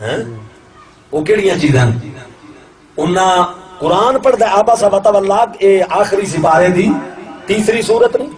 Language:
Saraiki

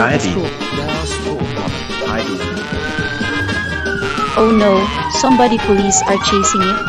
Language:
Danish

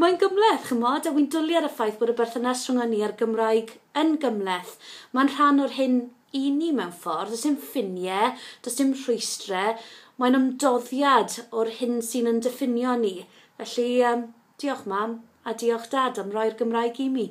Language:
Welsh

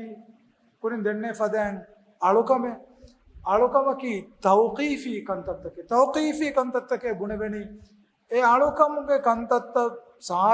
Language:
Divehi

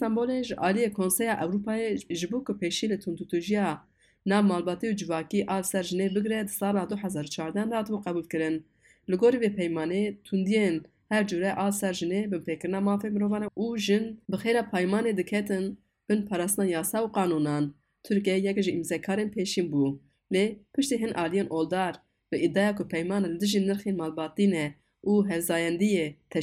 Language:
Kurdish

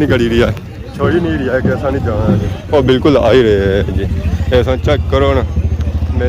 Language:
Pahari-Potwari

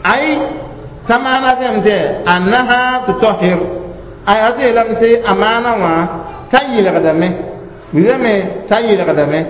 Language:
Mossi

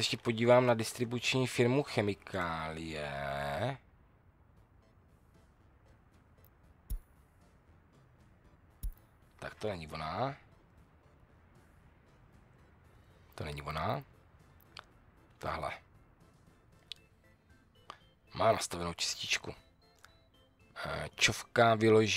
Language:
Czech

